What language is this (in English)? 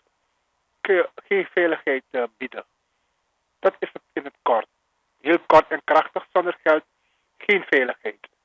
Dutch